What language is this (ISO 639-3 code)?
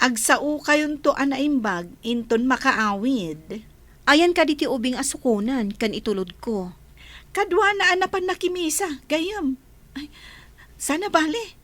ilo